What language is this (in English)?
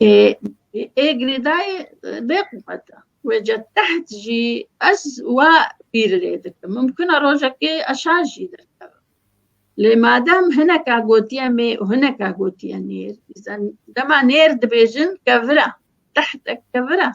Kurdish